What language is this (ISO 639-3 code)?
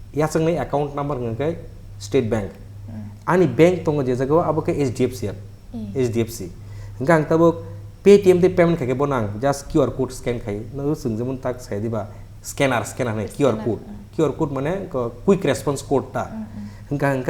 trp